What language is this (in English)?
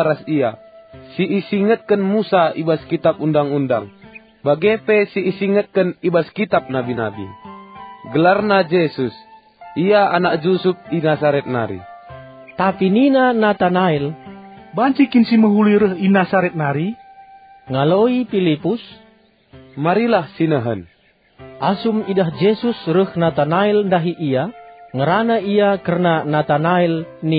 Batak Karo